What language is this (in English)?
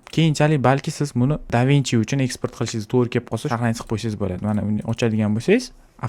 Uzbek